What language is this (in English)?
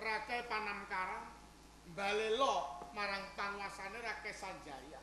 Javanese